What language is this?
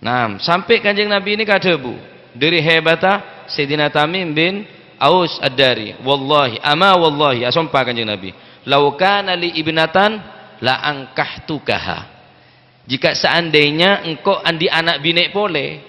Madurese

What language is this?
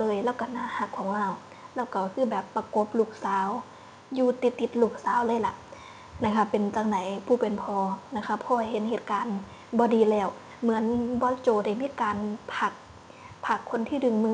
Northeastern Thai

